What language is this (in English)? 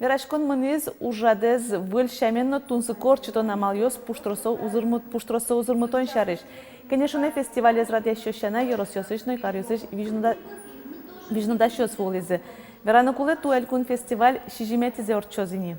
Udmurt